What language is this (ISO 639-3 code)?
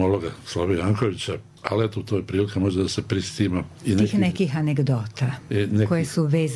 bos